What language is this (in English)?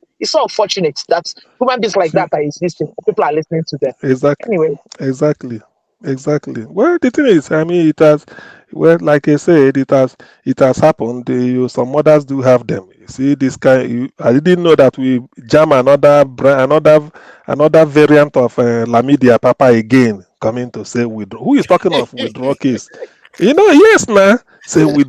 Nigerian Pidgin